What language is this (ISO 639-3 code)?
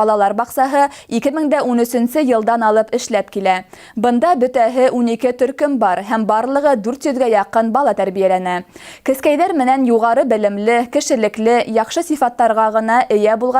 bak